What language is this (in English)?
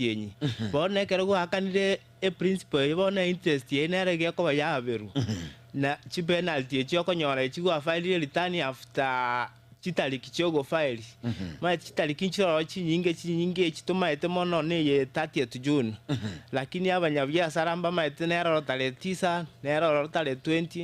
Gusii